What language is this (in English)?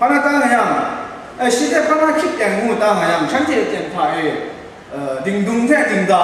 Kachin